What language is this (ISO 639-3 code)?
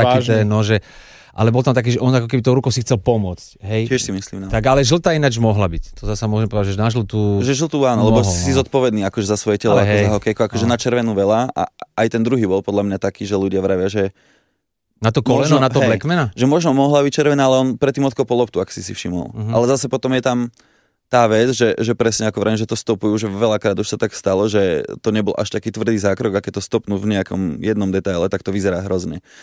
slk